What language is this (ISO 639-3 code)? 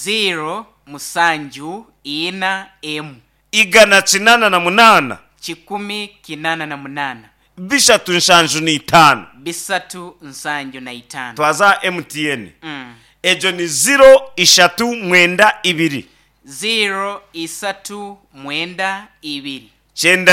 nyn